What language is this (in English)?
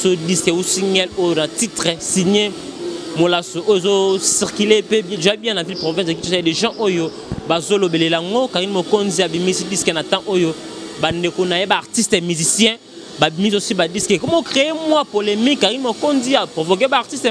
Lingala